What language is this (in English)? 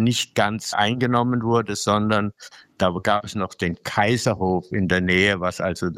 German